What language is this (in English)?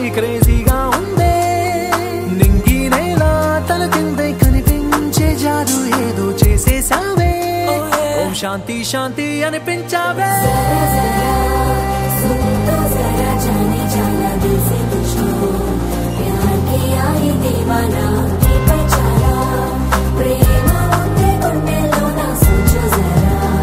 Telugu